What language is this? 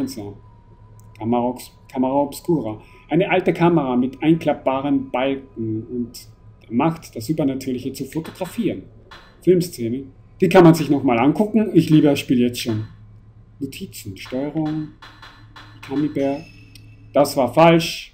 German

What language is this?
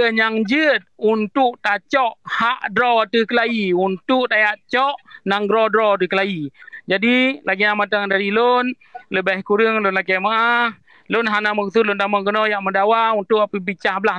Achinese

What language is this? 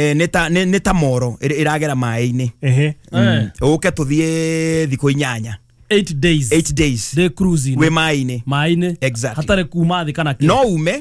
Kikuyu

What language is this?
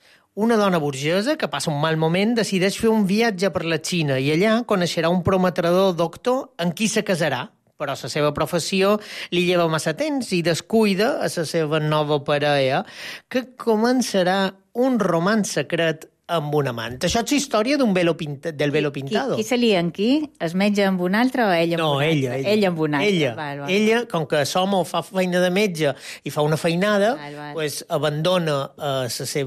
Catalan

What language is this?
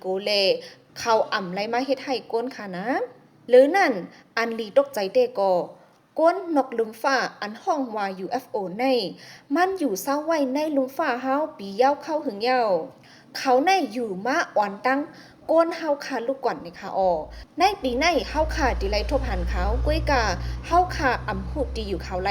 Shan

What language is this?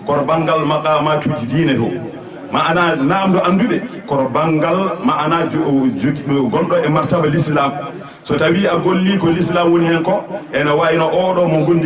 Fula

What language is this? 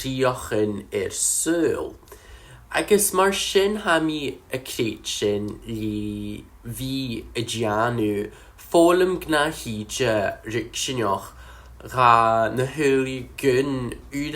Scottish Gaelic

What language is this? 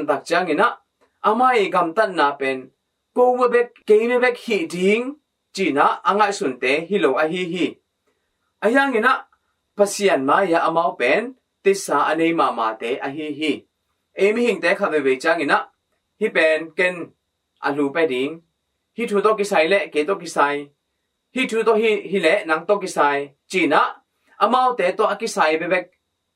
Tedim Chin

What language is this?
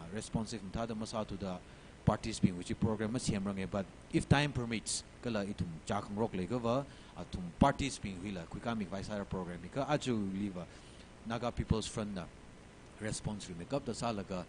Tangkhul Naga (India)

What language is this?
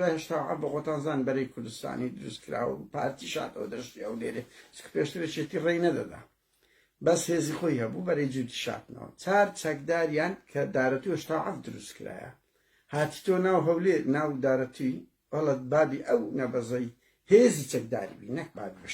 Central Kurdish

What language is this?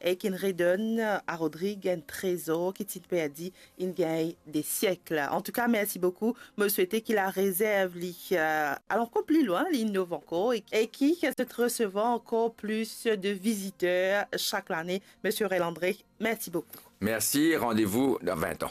Morisyen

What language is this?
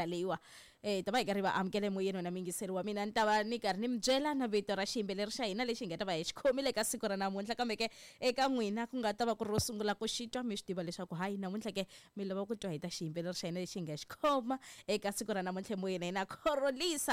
Tsonga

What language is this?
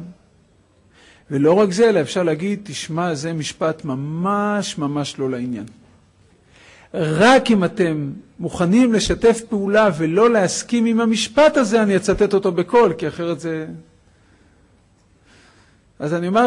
Hebrew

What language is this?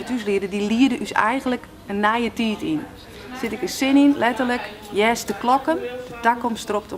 Western Frisian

